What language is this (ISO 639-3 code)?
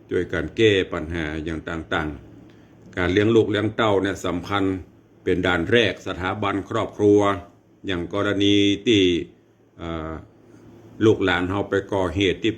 nod